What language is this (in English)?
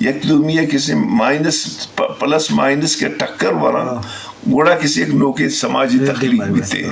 Eastern Balochi